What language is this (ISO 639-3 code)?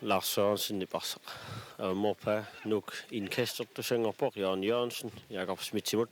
kal